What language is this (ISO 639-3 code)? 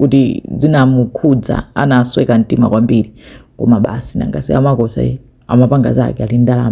nya